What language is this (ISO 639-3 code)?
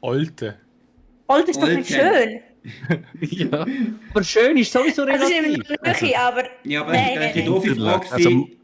gsw